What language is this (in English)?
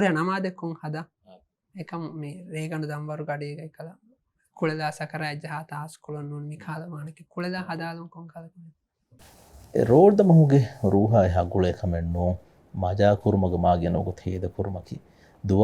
Divehi